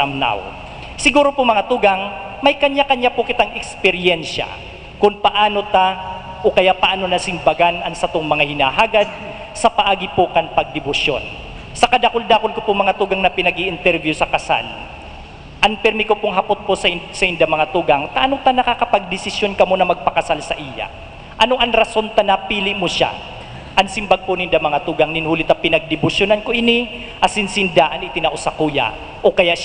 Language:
Bikol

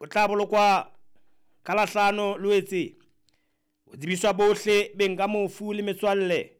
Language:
Southern Sotho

